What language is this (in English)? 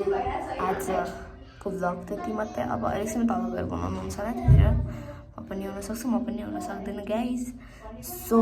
Nepali